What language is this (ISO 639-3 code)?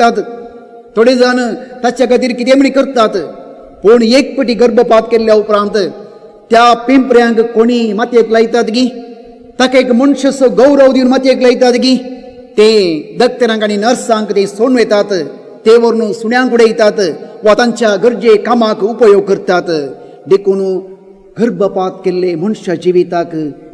kok